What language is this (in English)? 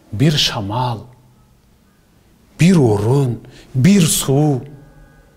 Kyrgyz